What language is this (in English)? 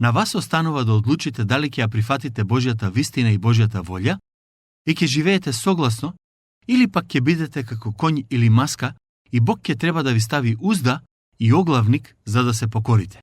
Macedonian